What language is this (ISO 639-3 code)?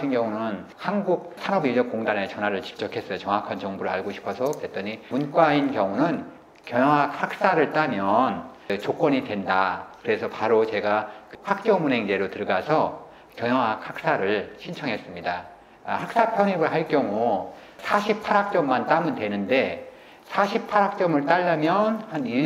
kor